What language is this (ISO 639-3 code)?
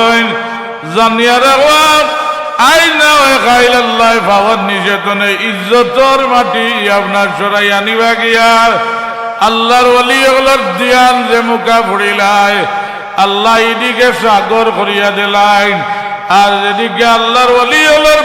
syl